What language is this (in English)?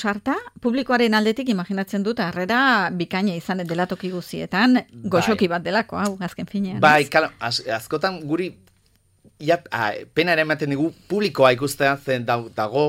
Basque